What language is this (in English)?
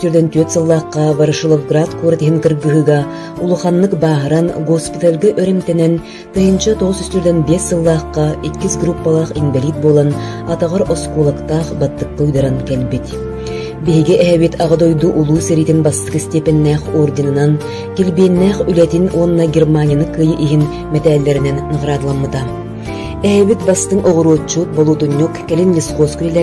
Yakut